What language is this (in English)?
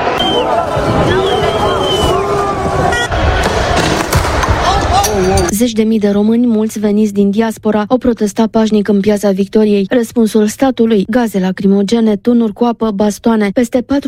Romanian